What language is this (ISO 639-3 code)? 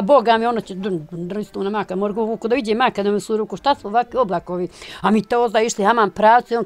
bos